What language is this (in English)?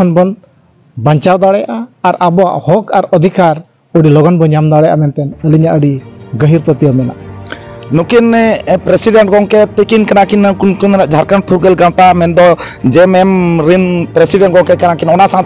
Santali